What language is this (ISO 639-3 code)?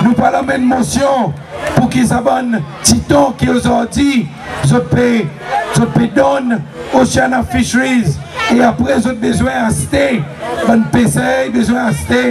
crs